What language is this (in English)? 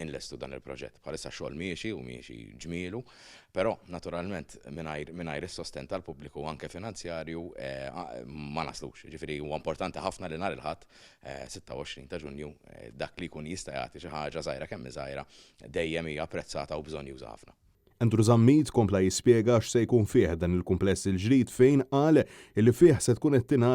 Maltese